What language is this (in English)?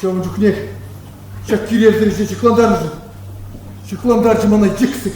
Chuvash